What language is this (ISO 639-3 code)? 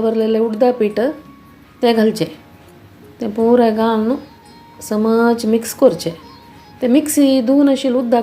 kok